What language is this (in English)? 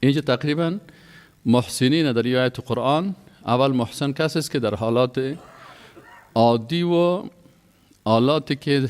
Persian